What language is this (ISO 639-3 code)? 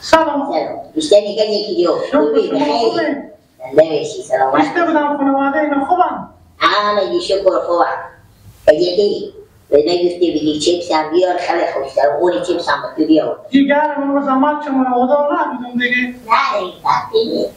fas